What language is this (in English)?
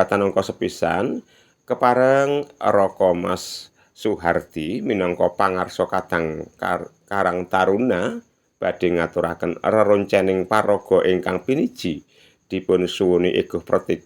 Javanese